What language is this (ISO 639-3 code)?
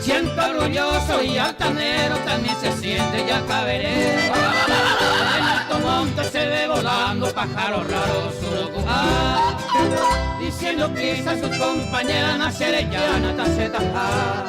grn